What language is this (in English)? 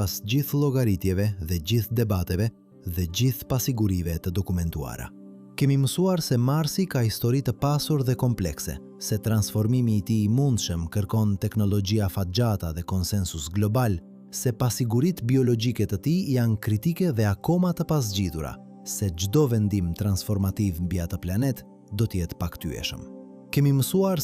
Albanian